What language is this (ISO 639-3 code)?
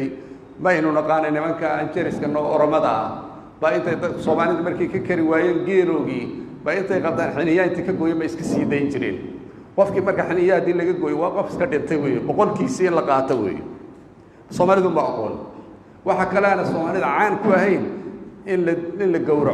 som